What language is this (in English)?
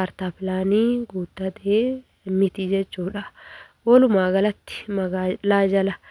Oromo